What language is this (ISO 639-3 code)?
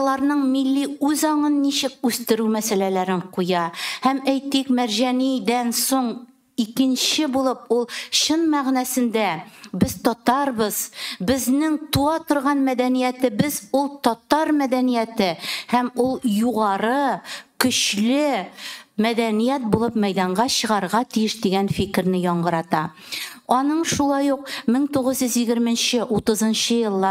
tat